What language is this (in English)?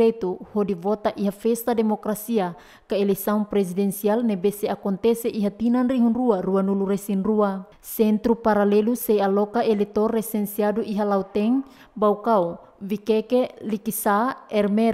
Tetum